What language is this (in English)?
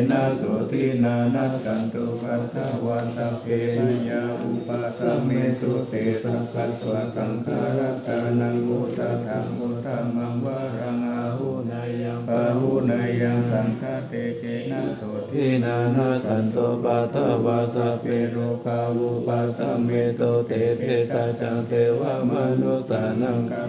Pali